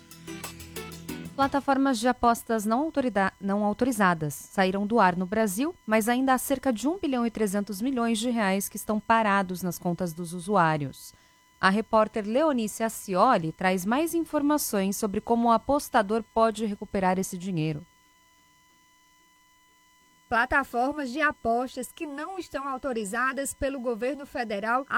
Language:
Portuguese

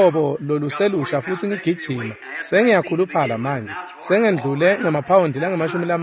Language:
Swati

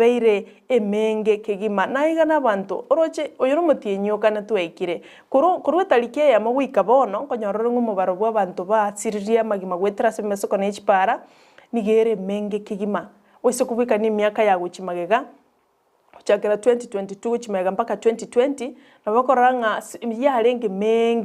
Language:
Gusii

